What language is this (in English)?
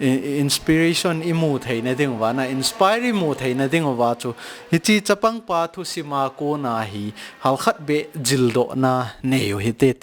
Thado Chin